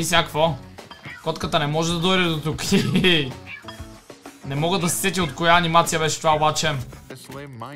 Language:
Bulgarian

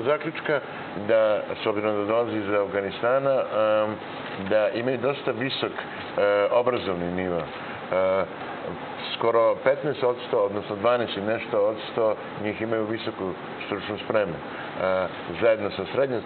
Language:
Serbian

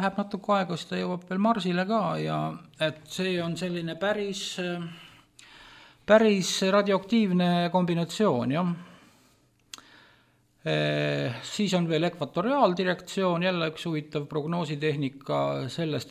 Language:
Estonian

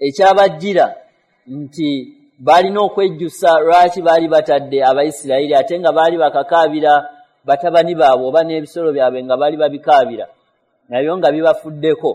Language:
Ganda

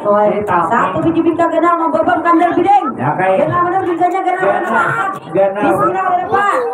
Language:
Banjar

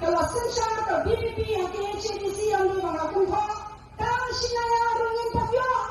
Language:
Khasi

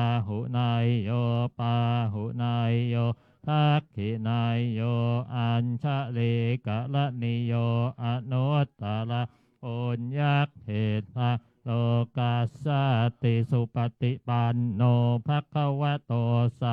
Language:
Pali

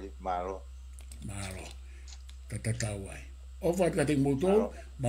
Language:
Tongan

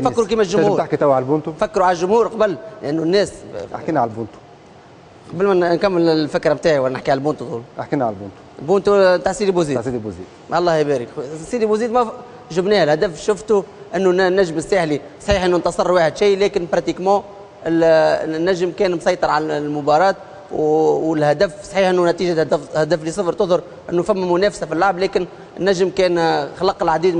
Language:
Tunisian Arabic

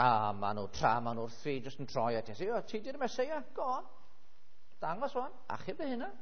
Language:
Welsh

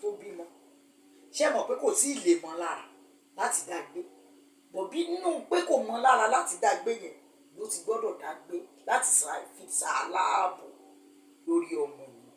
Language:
Yoruba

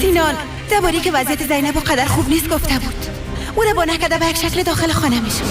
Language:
Persian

